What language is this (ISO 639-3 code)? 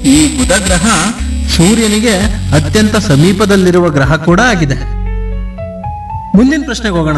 kan